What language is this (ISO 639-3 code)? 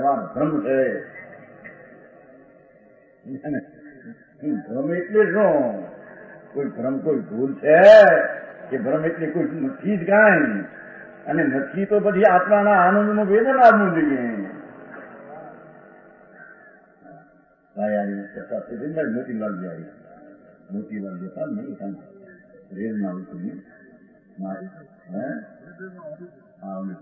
guj